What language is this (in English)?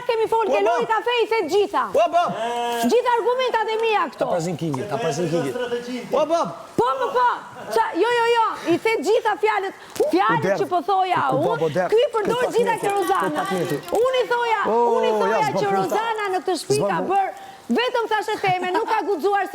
Albanian